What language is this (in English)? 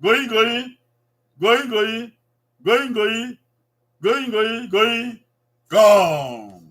Bini